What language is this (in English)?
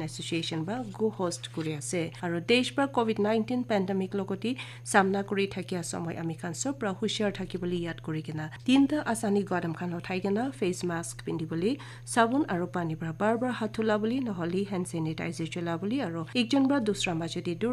Naga Pidgin